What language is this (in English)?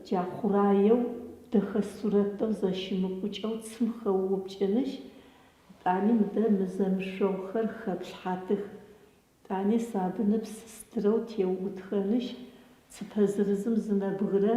Adyghe